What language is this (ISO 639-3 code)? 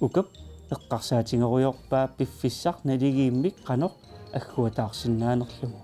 kal